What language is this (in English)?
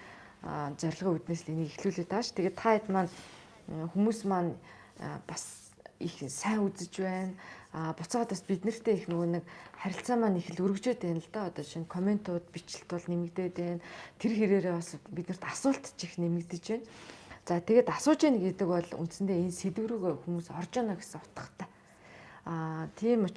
Mongolian